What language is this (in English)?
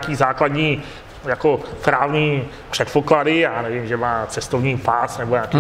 Czech